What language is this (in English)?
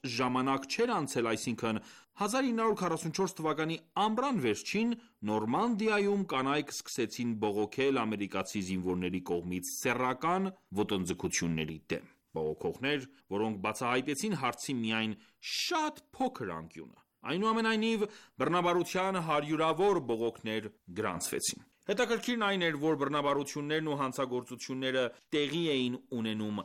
Armenian